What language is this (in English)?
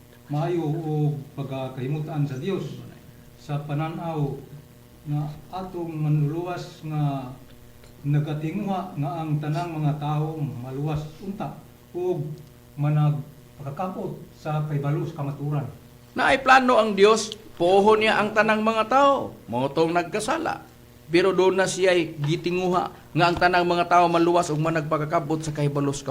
Cebuano